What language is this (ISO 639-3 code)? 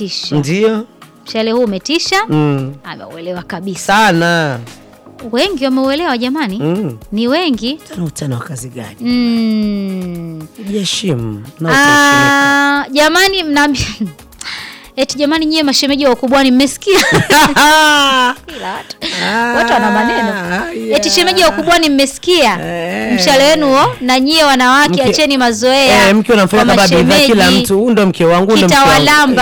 swa